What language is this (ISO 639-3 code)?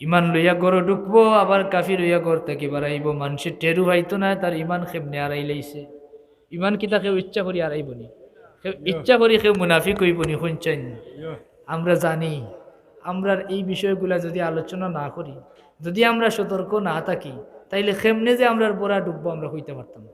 syl